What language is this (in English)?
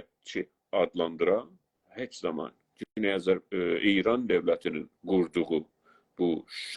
South Azerbaijani